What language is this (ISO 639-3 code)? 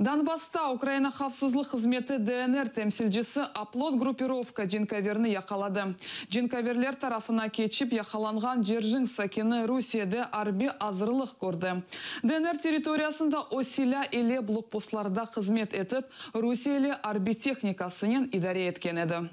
crh